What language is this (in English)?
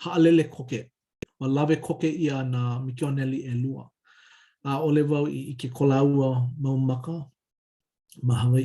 Hawaiian